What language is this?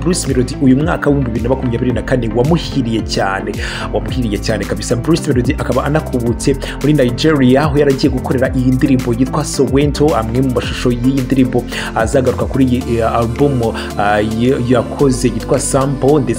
Kinyarwanda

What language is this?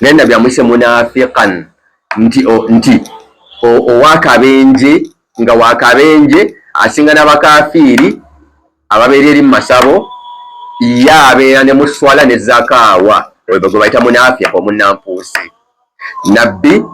Ganda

